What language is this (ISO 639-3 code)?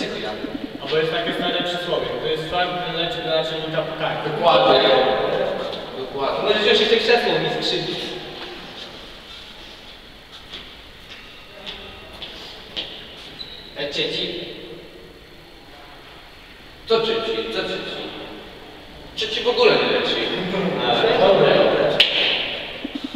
pol